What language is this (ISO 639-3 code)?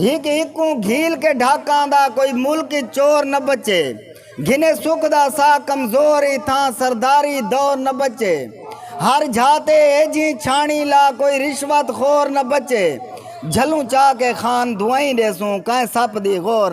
skr